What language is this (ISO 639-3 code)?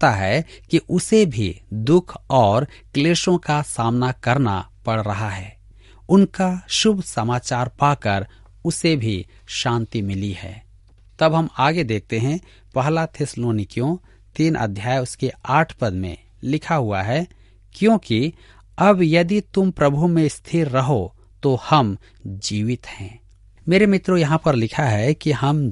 hin